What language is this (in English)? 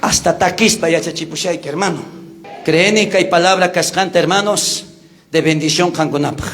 South Bolivian Quechua